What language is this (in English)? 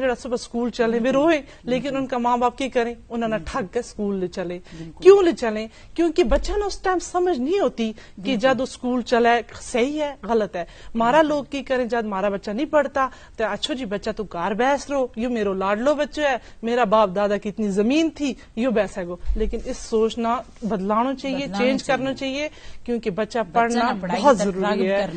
Gujari